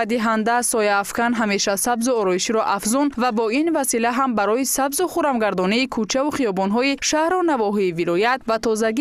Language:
Tajik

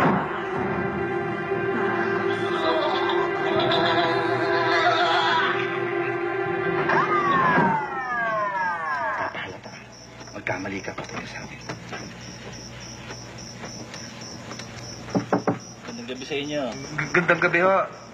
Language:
Filipino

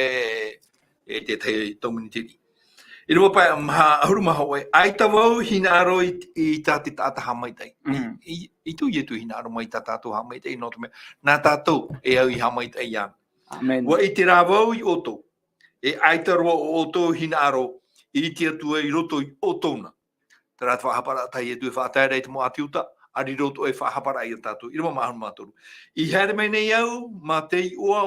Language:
Tahitian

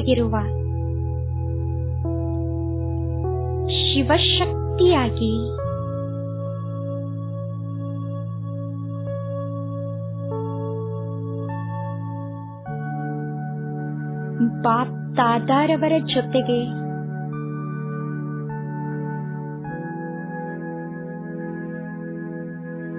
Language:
Kannada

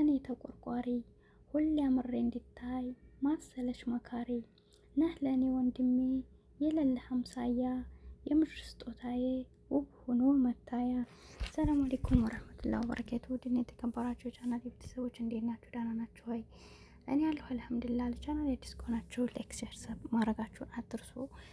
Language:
Amharic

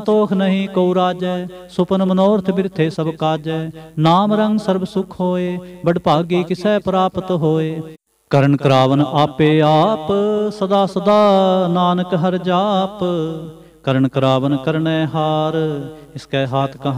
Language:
Punjabi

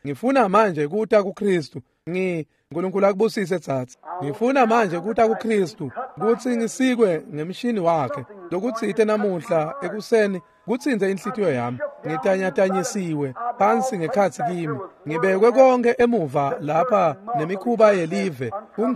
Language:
Swati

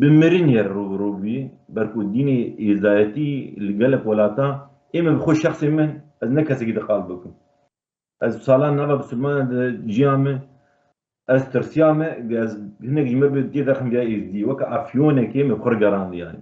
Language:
Kurdish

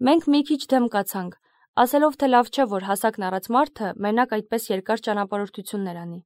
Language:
Armenian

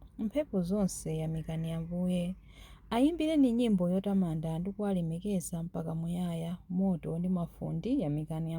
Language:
Nyanja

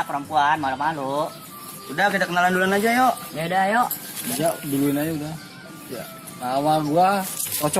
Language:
Betawi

